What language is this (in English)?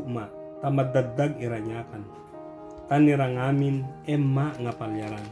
Ibanag